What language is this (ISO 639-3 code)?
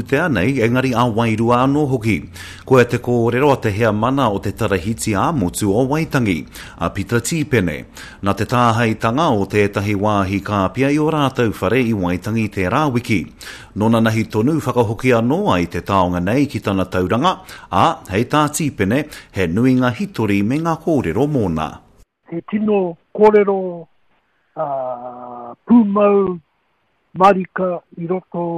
mri